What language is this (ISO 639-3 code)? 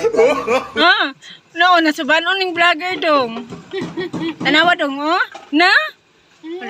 ceb